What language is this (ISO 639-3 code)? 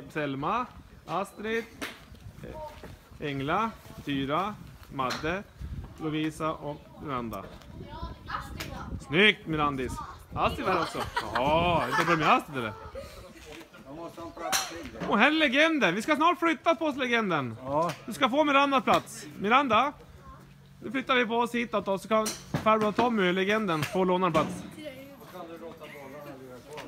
swe